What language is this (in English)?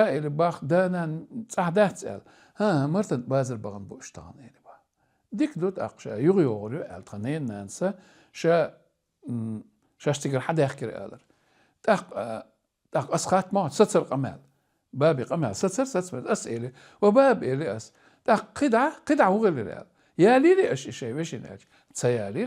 Chechen